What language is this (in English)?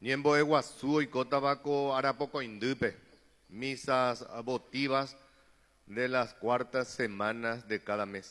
Guarani